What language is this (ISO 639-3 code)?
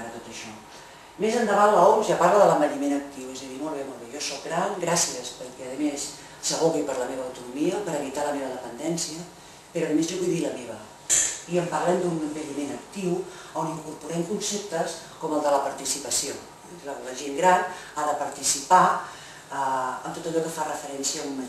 cat